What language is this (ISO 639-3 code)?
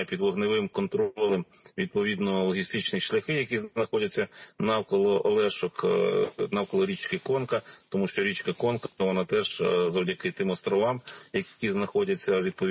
ukr